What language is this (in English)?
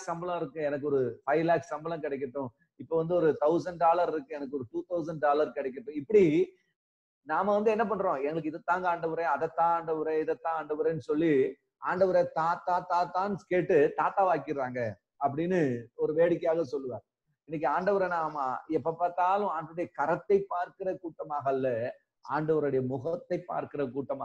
Tamil